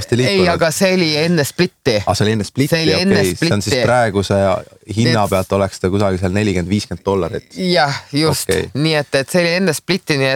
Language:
Estonian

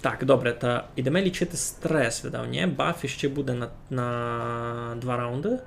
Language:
Rusyn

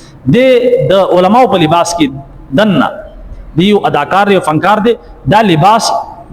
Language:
Pashto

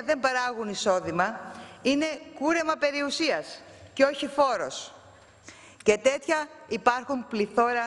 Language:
Greek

